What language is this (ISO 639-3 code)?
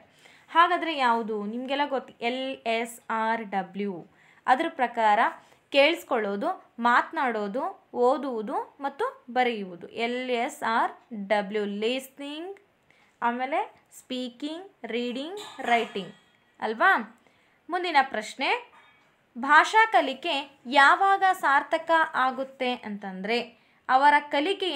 kan